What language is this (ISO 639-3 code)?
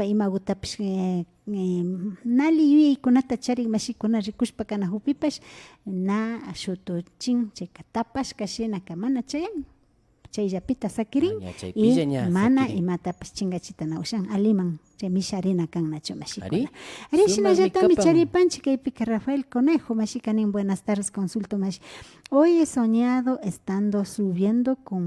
qvi